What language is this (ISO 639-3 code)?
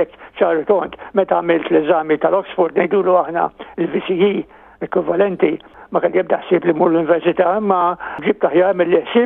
mlt